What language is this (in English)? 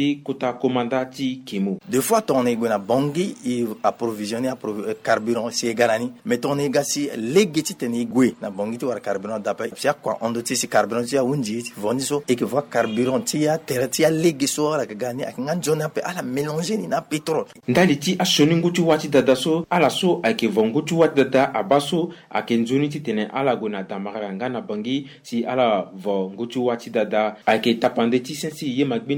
Sango